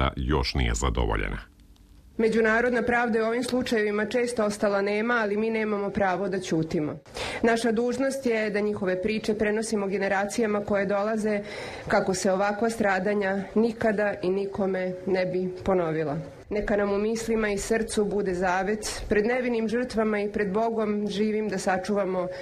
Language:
Serbian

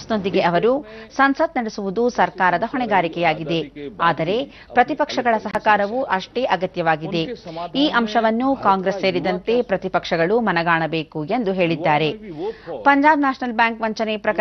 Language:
Kannada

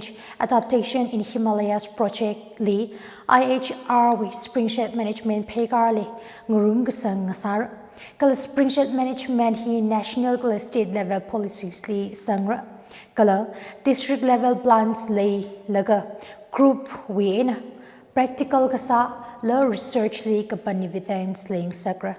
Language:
Tangkhul Naga (India)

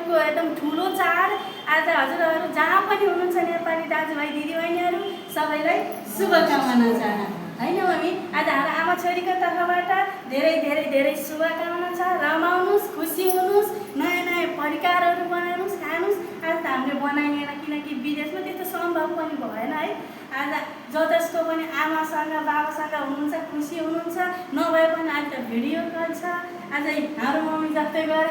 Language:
Nepali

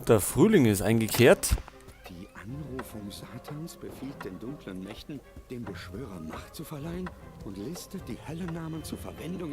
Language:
Bavarian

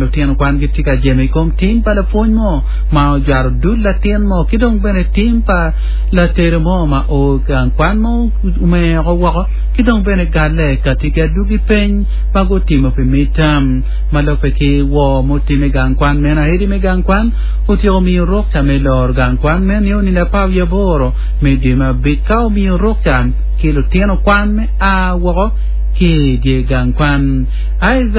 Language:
Acoli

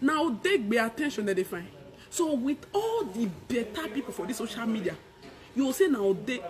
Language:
Nigerian Pidgin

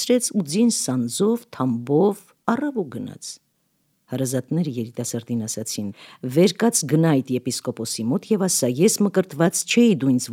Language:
Armenian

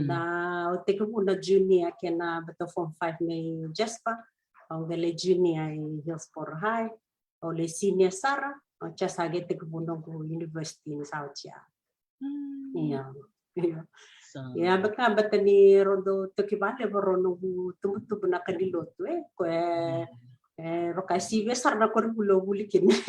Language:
Fijian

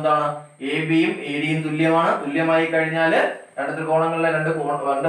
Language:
Malayalam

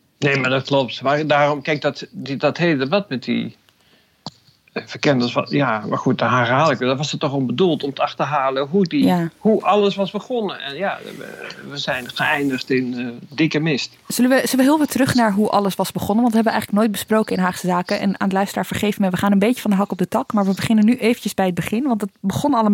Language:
Dutch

